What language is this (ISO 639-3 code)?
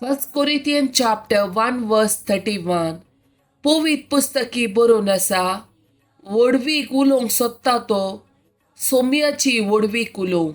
kok